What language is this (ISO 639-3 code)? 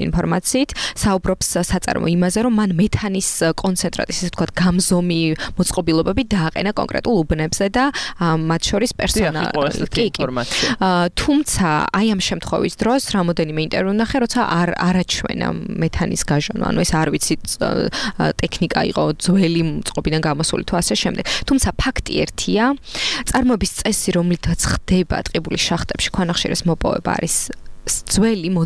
kat